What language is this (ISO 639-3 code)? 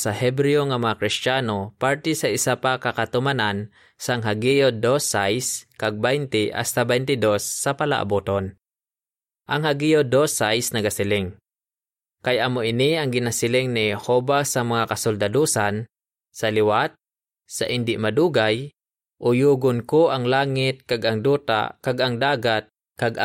hil